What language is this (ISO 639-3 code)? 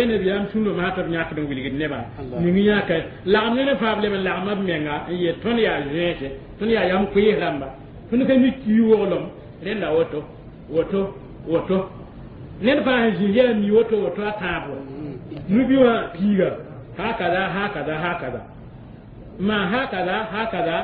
mos